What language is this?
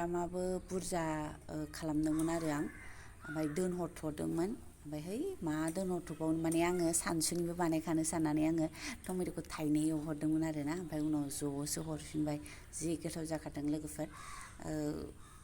Bodo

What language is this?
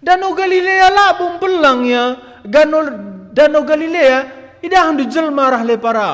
Batak Karo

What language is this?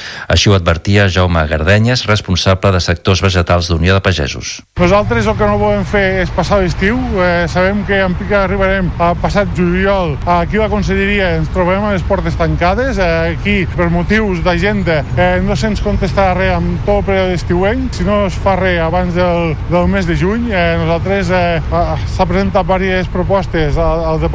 Catalan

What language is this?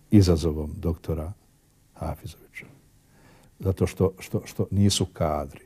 Bosnian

